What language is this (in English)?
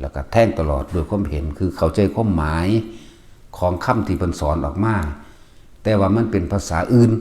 Northeastern Thai